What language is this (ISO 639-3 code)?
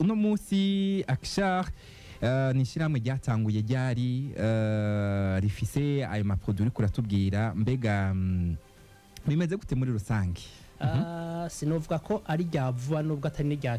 run